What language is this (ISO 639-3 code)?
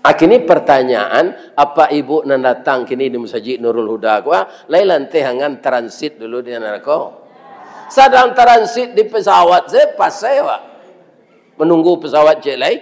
min